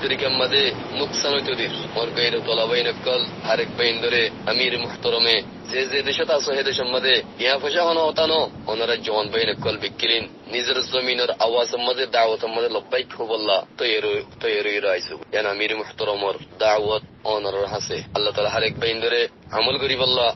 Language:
Rohingya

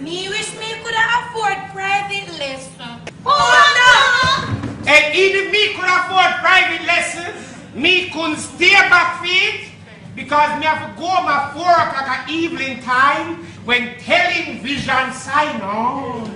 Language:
Jamaican Creole English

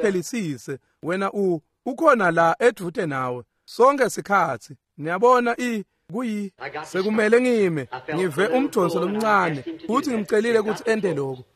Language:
Swati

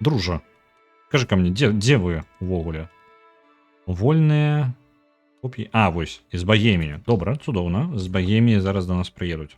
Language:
Belarusian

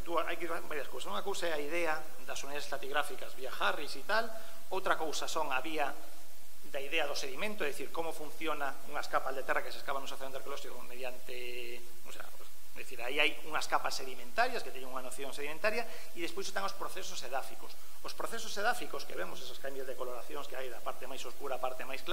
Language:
Galician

